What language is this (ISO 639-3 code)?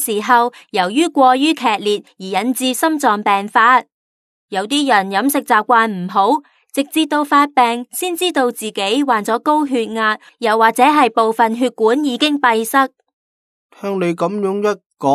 yue